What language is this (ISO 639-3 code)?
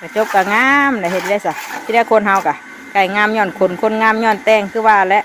tts